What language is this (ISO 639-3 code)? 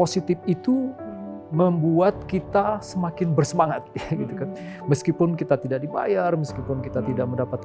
ind